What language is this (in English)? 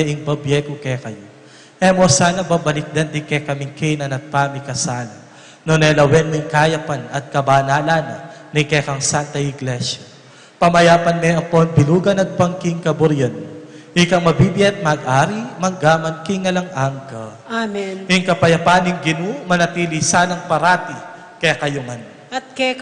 Pampanga